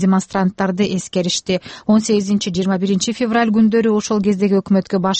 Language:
Kyrgyz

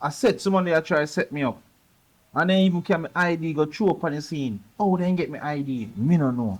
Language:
Jamaican Creole English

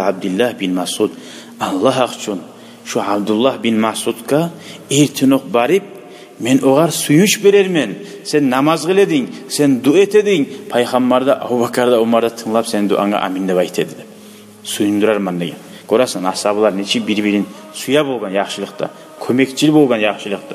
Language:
Kumyk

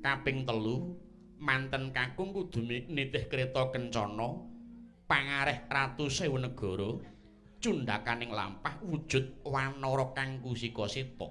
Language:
Javanese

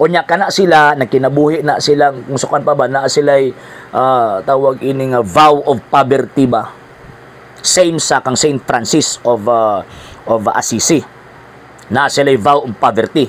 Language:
Cebuano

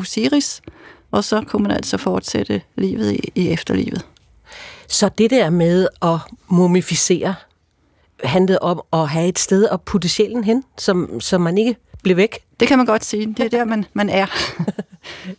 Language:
Danish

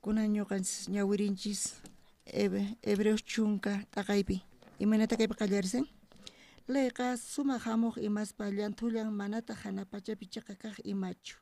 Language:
South Bolivian Quechua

